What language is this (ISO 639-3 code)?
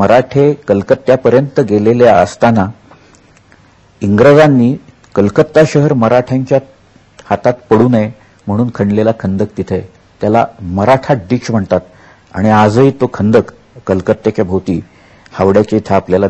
mar